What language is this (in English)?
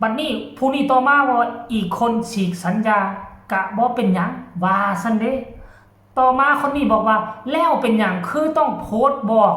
Northeastern Thai